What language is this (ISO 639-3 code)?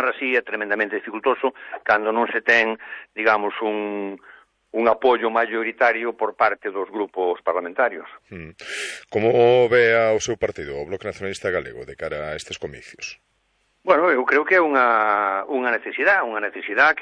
glg